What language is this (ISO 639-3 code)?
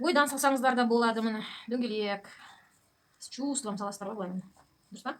kaz